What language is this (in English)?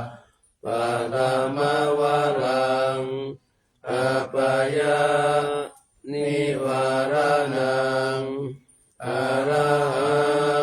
Pali